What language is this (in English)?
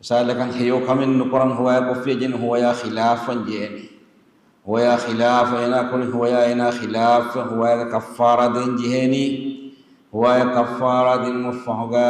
Divehi